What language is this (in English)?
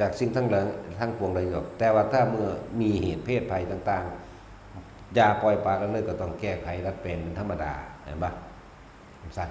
Northeastern Thai